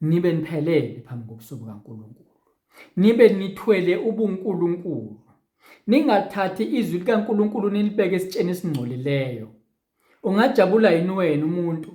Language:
Zulu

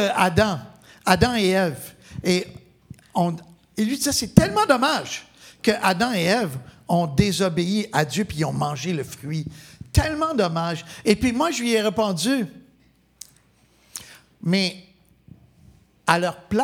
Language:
French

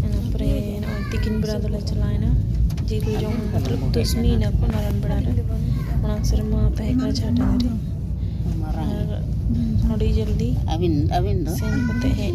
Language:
Santali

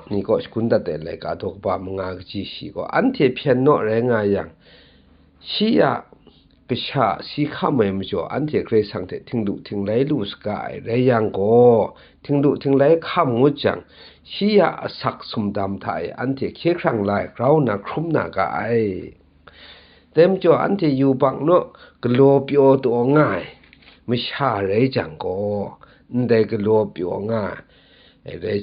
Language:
Kachin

